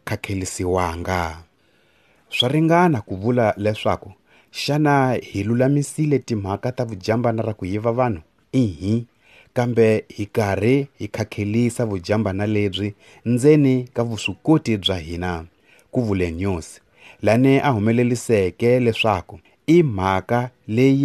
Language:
Tsonga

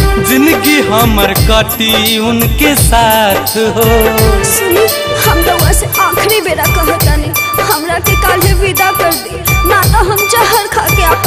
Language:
Bhojpuri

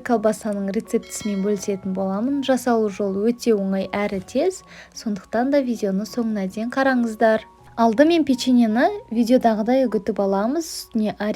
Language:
Kazakh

